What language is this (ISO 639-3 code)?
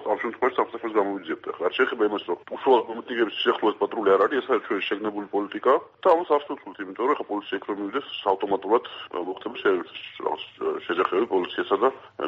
kat